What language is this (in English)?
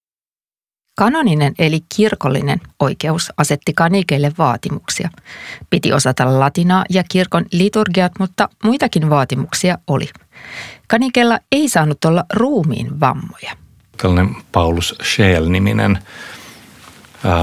Finnish